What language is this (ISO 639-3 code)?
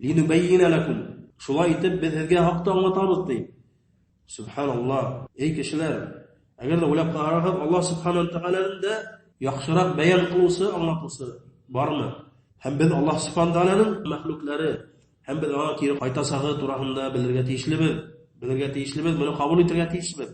bak